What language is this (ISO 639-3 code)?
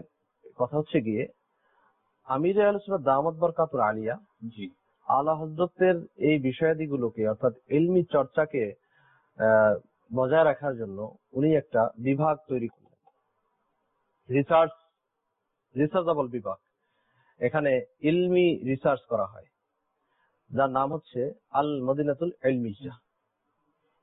ben